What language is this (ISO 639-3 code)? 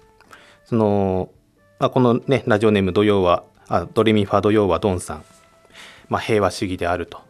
jpn